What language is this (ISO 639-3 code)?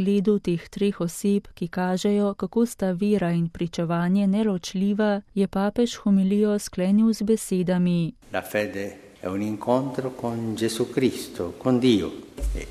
slv